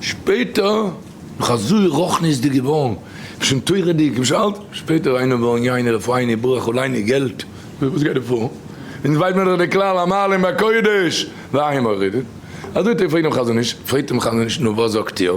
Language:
Yiddish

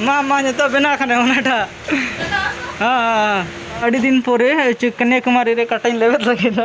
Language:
Santali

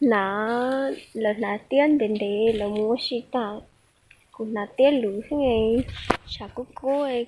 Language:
Hmong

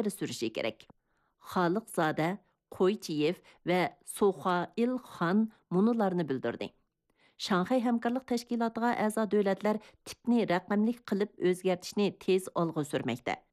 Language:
Uyghur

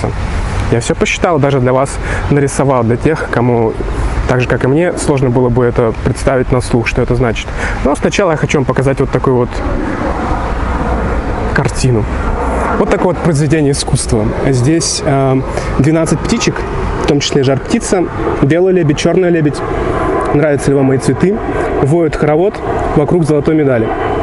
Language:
Russian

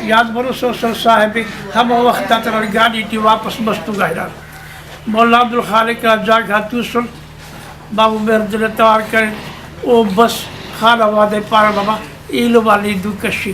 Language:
Brahui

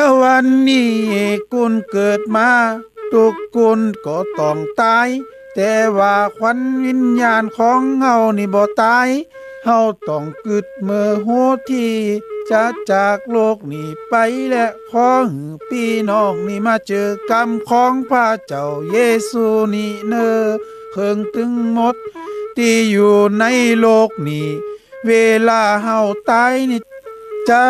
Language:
Lü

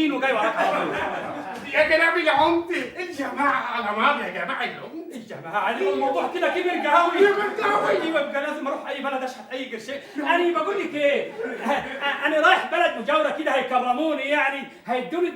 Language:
Egyptian Arabic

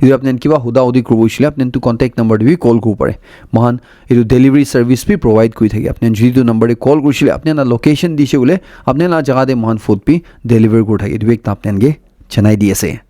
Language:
Naga Pidgin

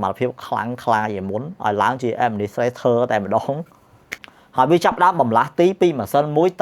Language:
Khmer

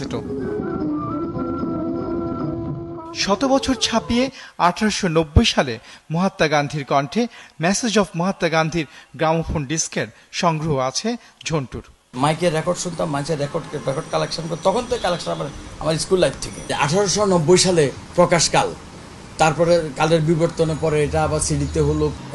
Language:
Bangla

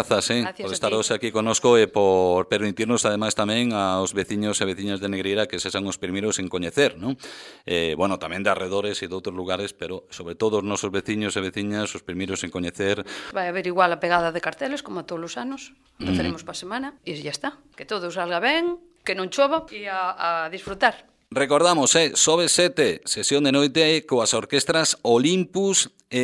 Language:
Galician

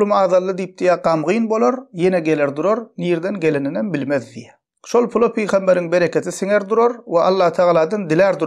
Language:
Turkmen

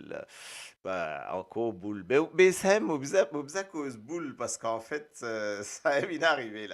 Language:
Morisyen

